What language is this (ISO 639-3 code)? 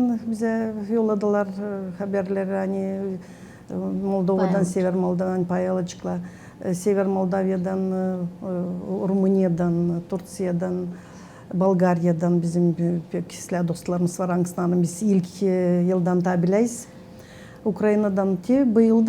gag